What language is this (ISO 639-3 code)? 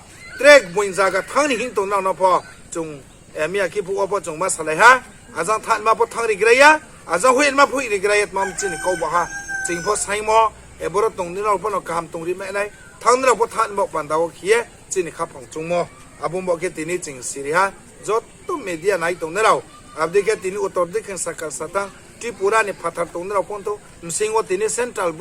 ria